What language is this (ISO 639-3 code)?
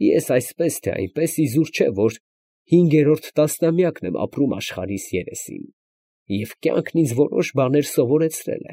hye